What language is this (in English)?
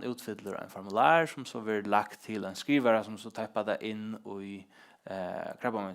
Faroese